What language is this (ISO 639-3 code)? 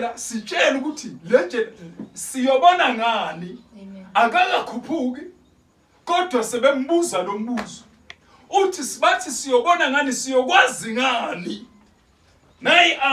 zul